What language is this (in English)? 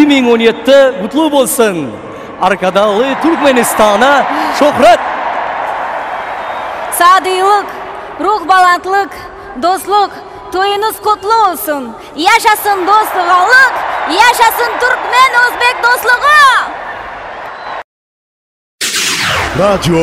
Turkish